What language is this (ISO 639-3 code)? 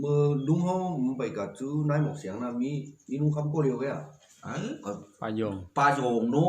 shn